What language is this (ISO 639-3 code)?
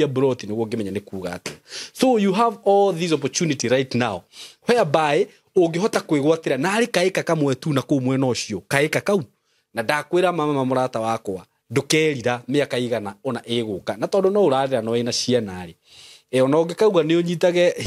kik